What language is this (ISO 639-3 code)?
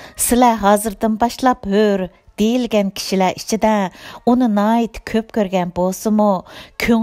uig